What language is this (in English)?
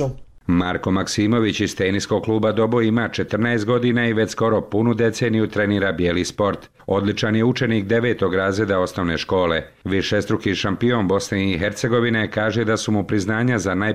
Bosnian